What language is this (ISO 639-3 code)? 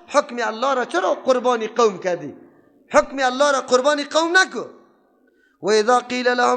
fas